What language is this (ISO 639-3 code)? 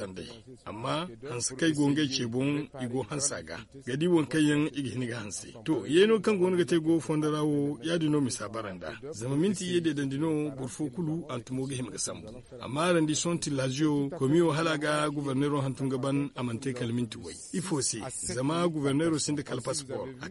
dje